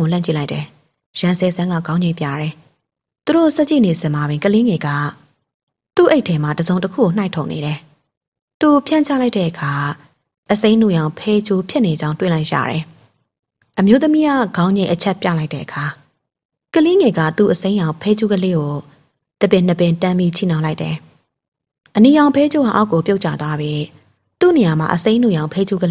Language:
Burmese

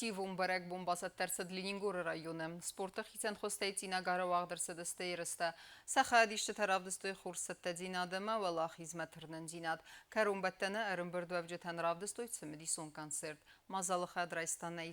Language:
Ossetic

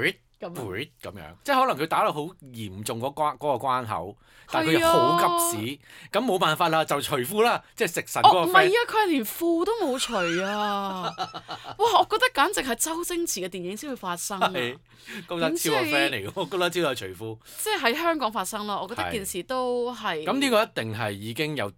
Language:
Cantonese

